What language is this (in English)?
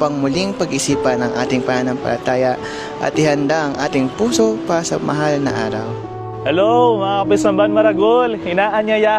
Pampanga